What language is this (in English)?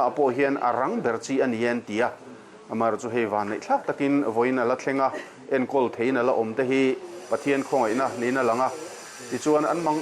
Mizo